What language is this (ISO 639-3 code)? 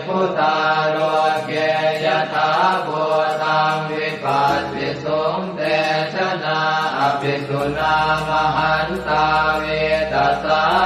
pli